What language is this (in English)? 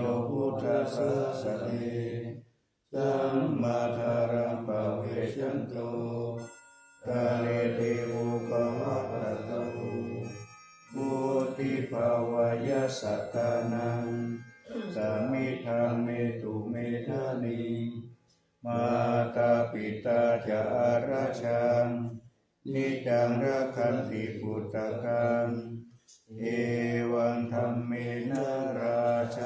Pali